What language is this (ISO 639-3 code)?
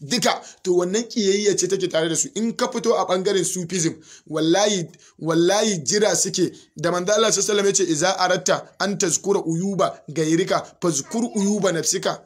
hau